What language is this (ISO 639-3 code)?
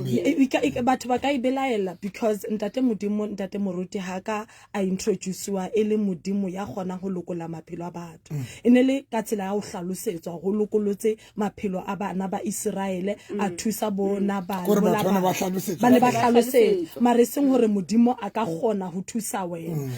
sot